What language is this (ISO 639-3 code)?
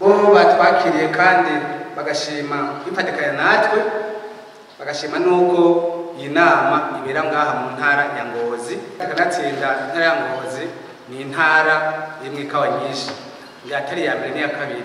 run